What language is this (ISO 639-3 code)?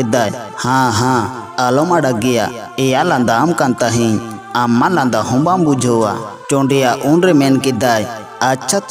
sat